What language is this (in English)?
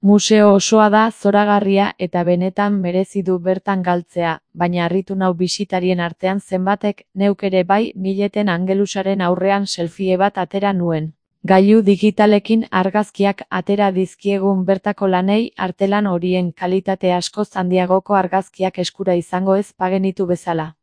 Basque